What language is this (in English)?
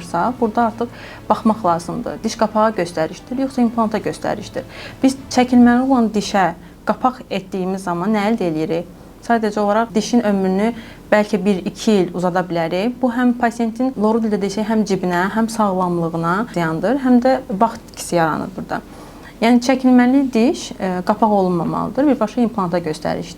Azerbaijani